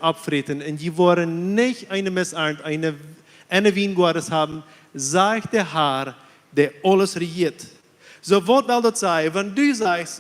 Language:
Plautdietsch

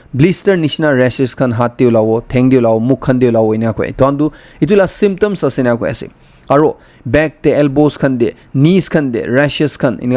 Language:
Naga Pidgin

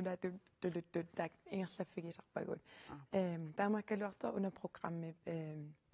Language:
Kalaallisut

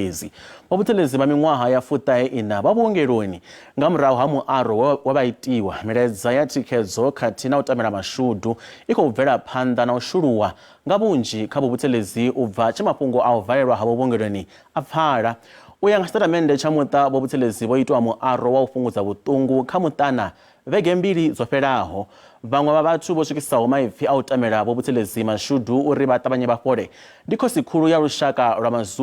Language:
Venda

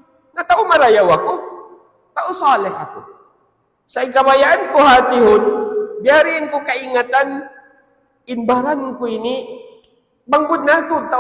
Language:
Tausug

